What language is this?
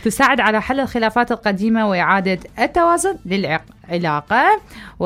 Mesopotamian Arabic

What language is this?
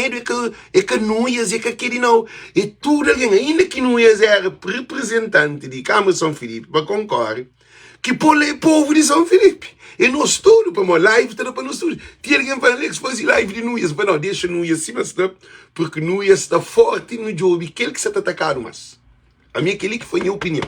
Kabuverdianu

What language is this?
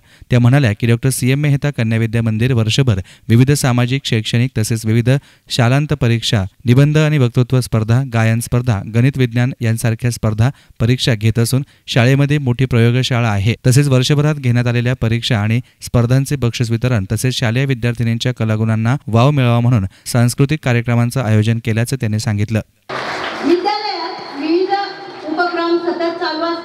Marathi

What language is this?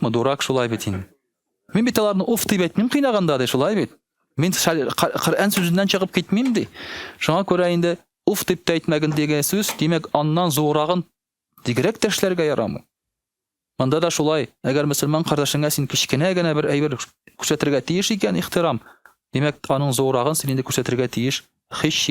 Tatar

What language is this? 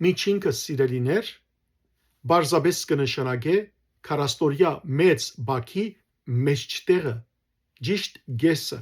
Western Armenian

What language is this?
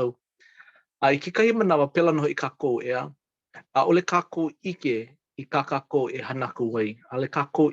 Hawaiian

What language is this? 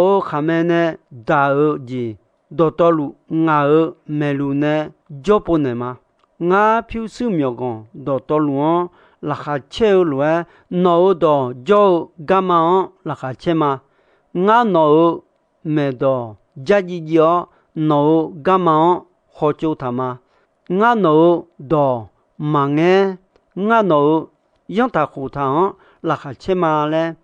Akha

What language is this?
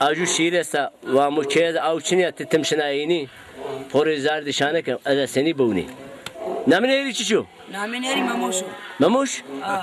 Zaza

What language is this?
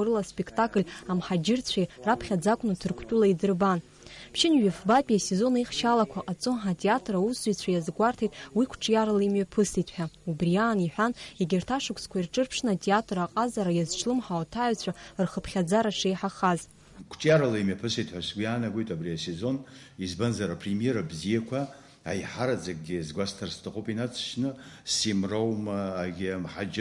Abkhazian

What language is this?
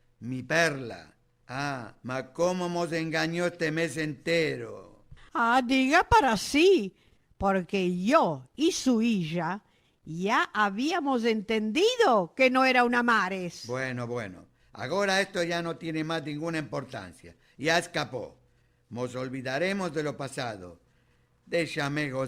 Ladino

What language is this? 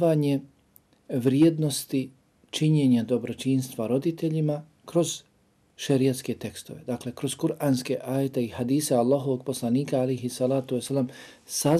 Bosnian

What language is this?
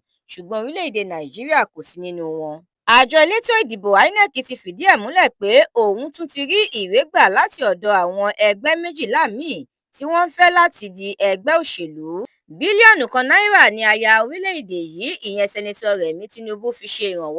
Yoruba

